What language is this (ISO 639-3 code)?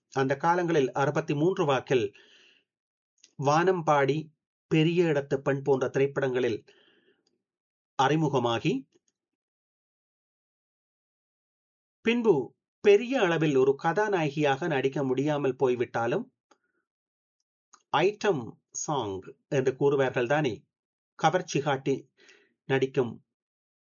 tam